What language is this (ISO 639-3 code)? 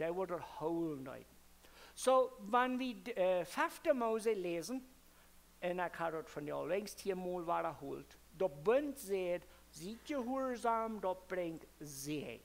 pdt